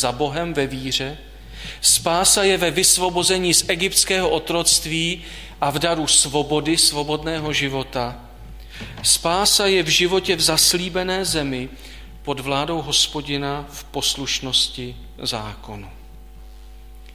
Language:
Czech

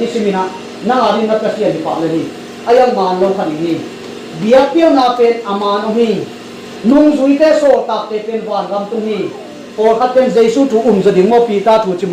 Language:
Tedim Chin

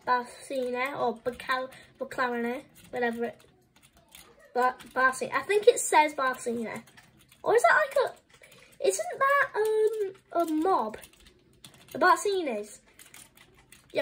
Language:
English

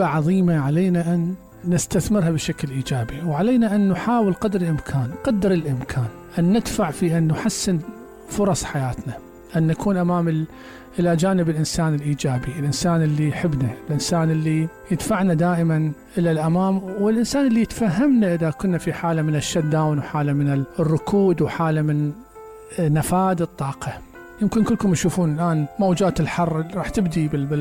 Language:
Mesopotamian Arabic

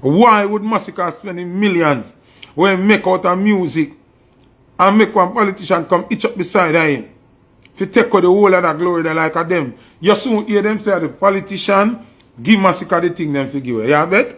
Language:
Jamaican Creole English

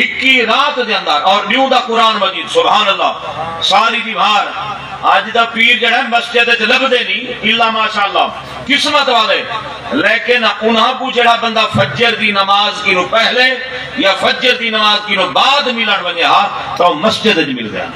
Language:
Saraiki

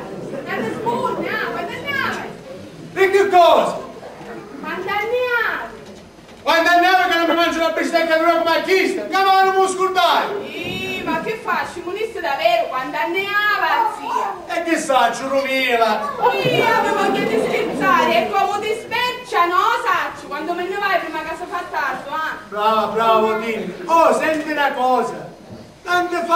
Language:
Sicilian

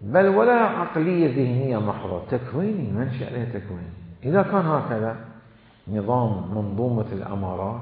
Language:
Mesopotamian Arabic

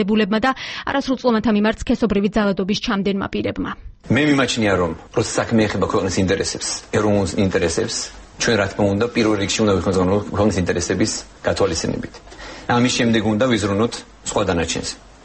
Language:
Georgian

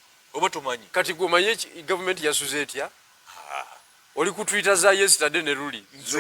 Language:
Ganda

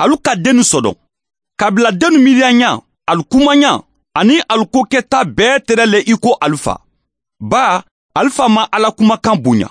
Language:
Bambara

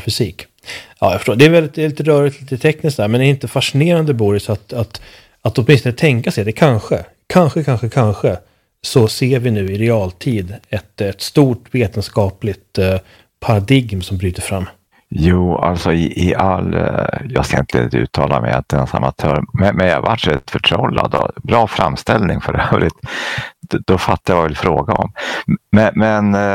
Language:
Swedish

